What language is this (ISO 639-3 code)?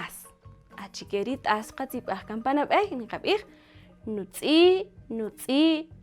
cak